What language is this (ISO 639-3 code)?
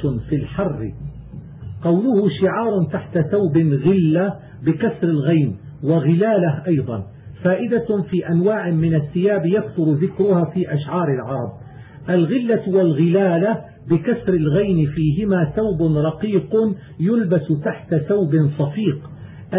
ara